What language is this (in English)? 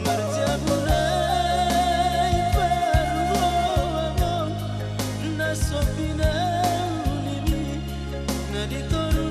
Batak Toba